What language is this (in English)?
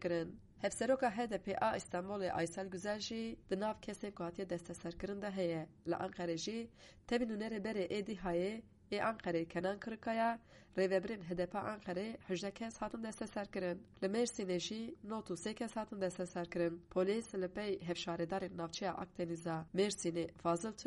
Kurdish